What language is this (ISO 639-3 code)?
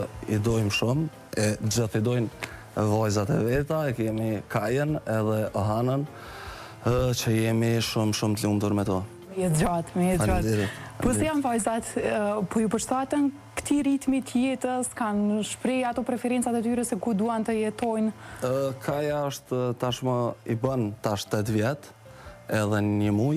sqi